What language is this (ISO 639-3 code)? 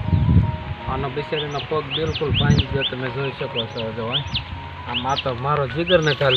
guj